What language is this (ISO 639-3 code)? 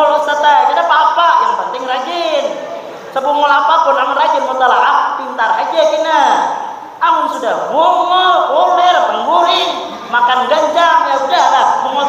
bjn